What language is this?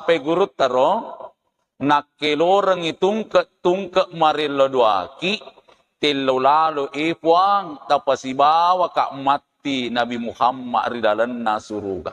Buginese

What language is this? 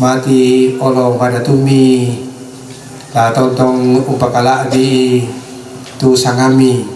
Toraja-Sa'dan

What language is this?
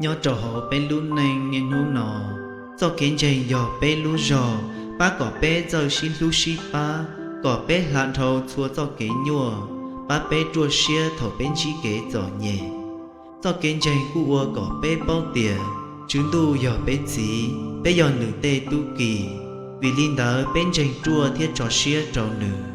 Hmong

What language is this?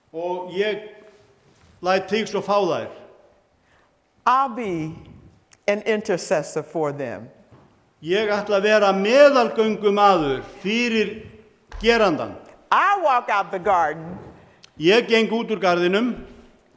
Icelandic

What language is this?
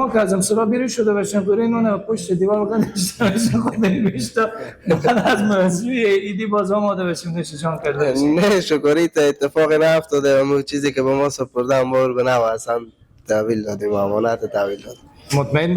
Persian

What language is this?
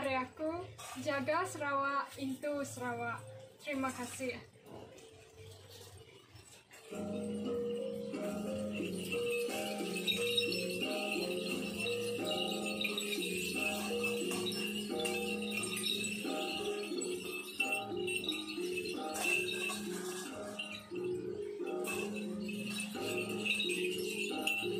Iban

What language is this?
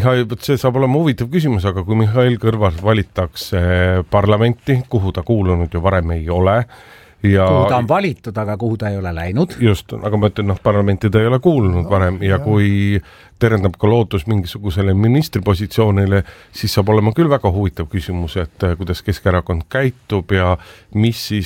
Estonian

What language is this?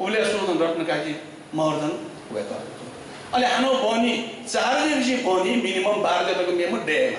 Newari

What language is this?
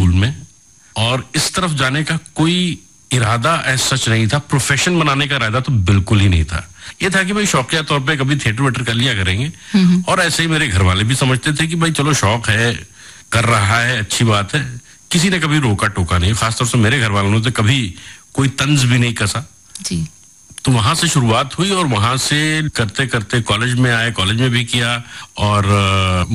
Hindi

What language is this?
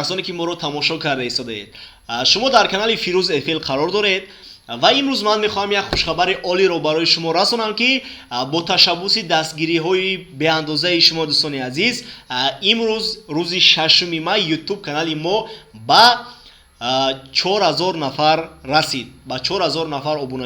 Tajik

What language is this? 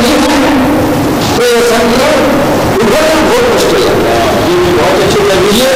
Urdu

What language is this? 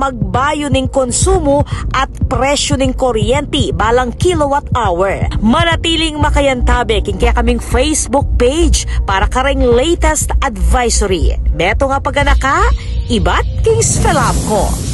Pampanga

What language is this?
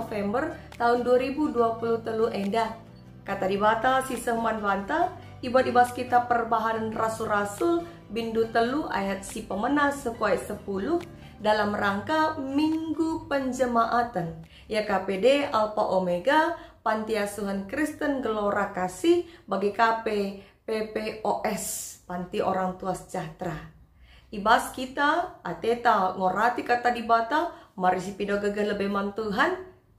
Batak Karo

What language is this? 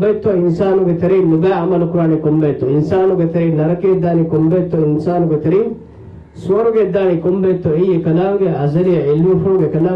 Divehi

